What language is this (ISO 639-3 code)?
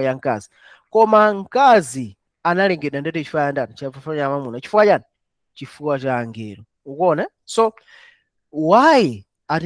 nya